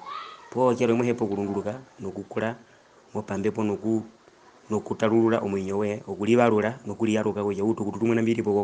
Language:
Herero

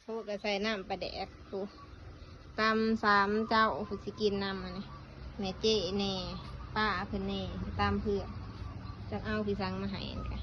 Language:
Northeastern Thai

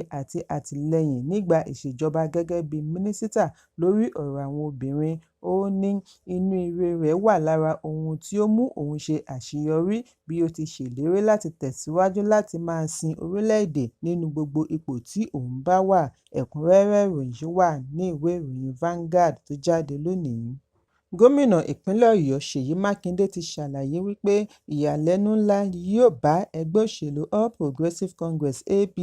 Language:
Yoruba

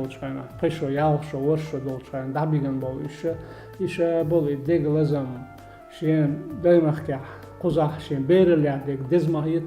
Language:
Chechen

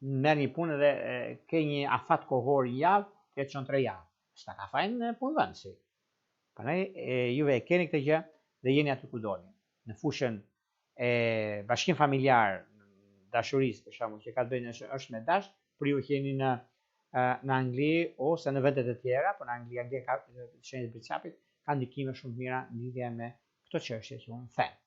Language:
Albanian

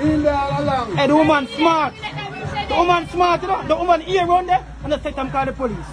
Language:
Jamaican Creole English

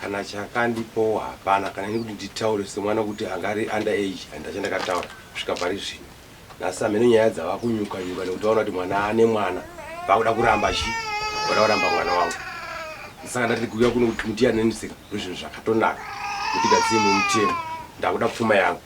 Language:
Shona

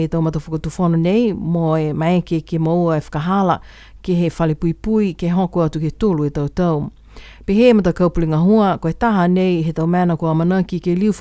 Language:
Niuean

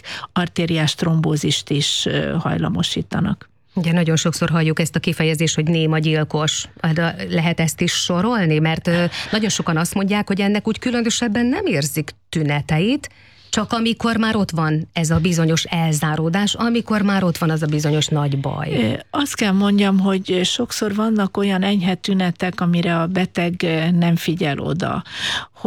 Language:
Hungarian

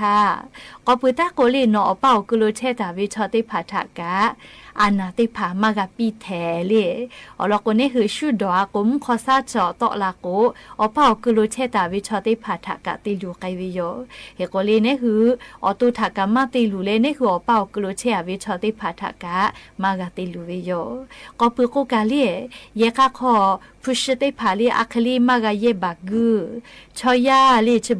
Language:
Lahu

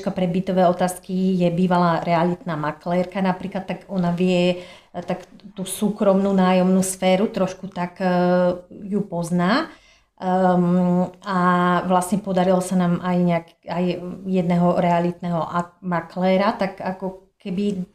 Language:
Slovak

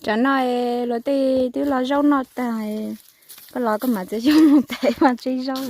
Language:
Hmong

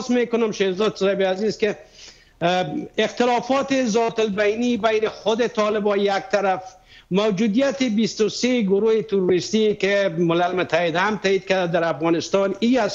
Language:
Persian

